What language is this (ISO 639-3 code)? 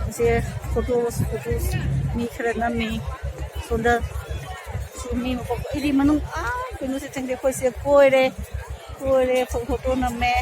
mni